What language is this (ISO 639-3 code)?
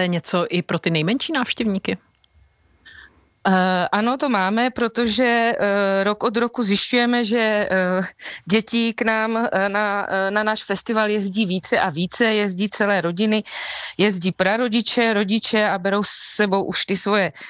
ces